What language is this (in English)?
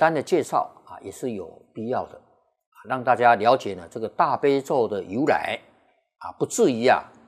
Chinese